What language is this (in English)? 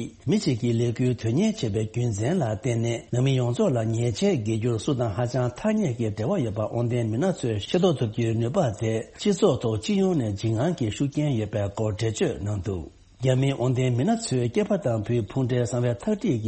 Tibetan